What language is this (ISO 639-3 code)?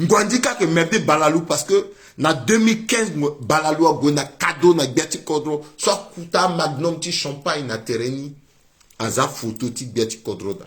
sag